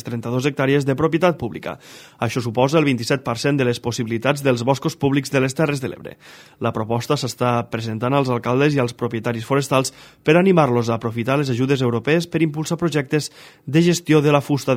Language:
Catalan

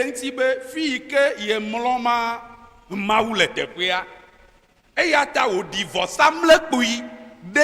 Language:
Ewe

